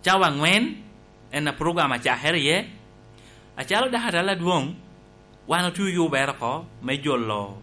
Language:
Lango (Uganda)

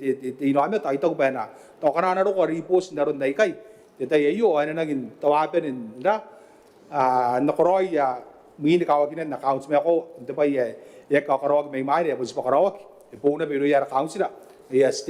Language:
Gilbertese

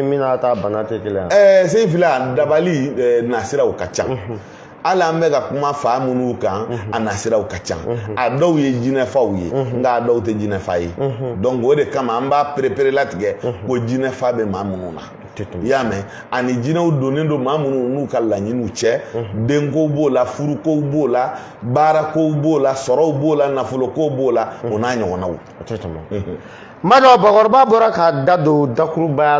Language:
Bambara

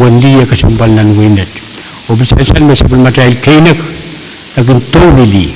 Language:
Pohnpeian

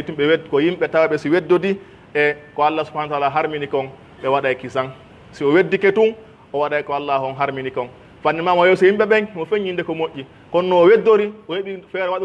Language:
Pular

